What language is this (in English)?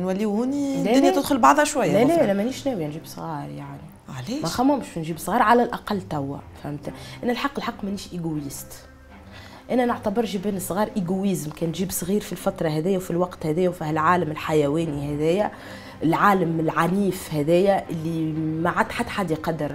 Tunisian Arabic